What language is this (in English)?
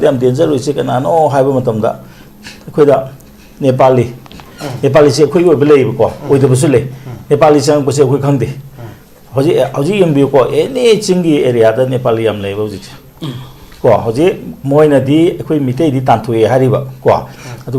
Manipuri